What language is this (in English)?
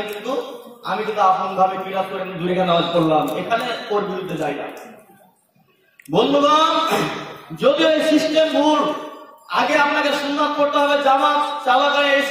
Bangla